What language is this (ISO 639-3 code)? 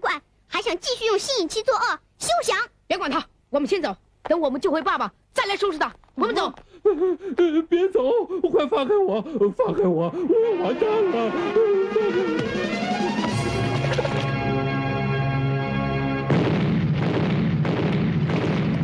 zho